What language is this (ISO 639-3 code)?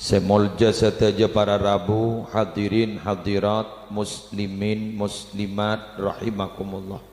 mad